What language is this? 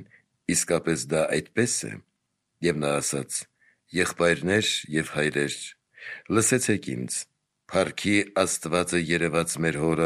Armenian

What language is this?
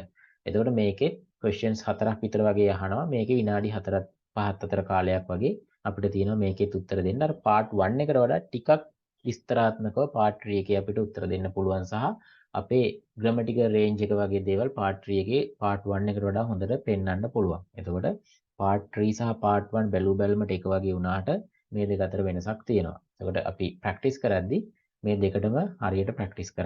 Sinhala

